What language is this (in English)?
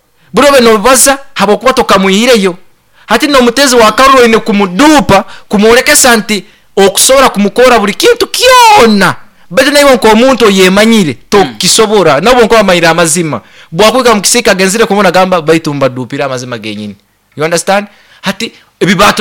Nyoro